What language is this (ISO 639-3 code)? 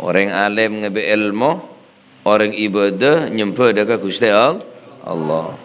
mad